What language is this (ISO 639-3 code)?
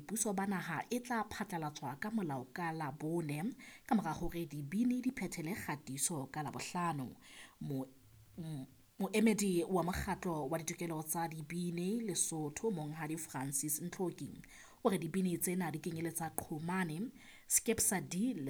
sot